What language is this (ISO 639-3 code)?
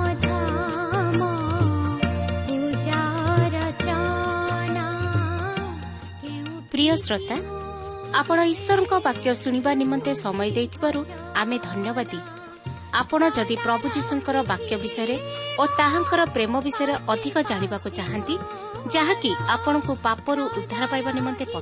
ori